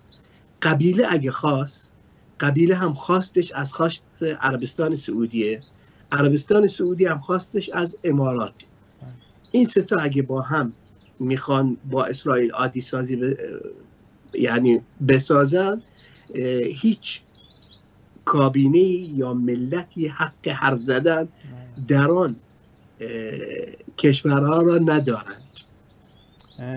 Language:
Persian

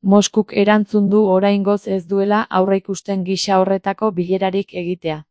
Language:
Basque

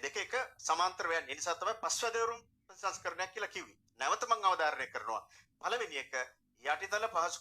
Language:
Sinhala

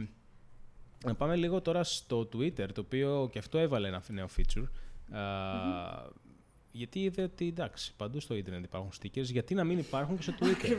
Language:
Greek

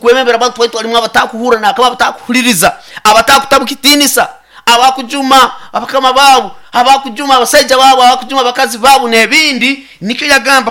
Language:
Nyoro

